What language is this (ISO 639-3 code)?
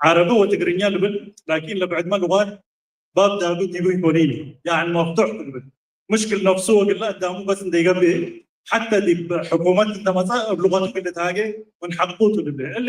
tig